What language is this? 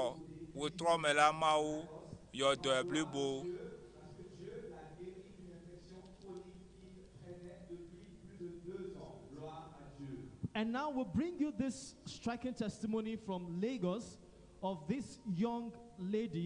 Ewe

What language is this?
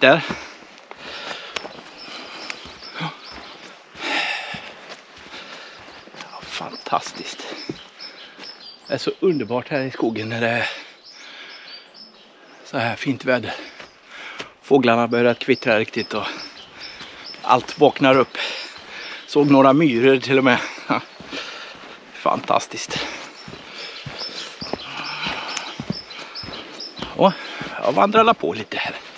Swedish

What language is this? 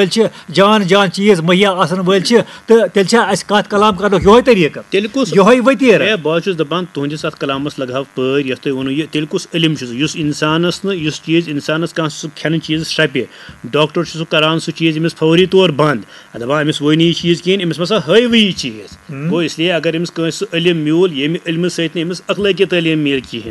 Kashmiri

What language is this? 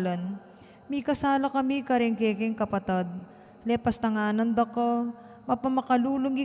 Pampanga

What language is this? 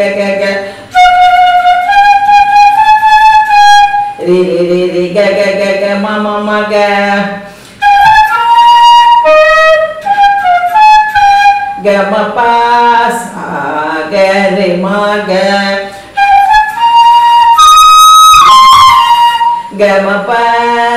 Tamil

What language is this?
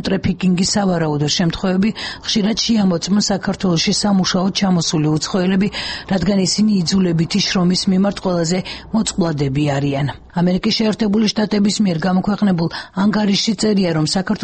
Georgian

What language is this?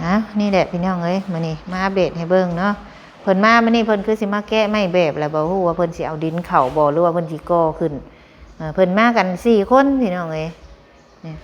Lao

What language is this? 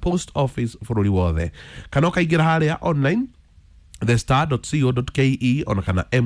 Kikuyu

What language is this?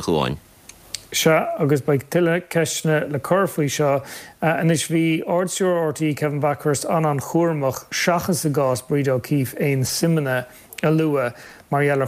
Irish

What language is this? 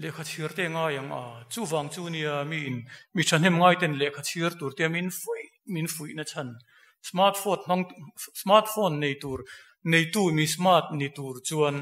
Mizo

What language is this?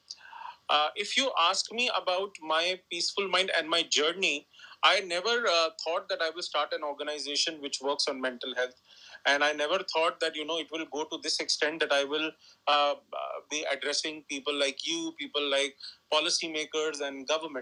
English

